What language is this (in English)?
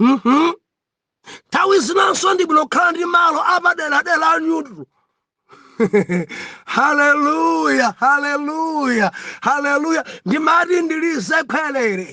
Nyanja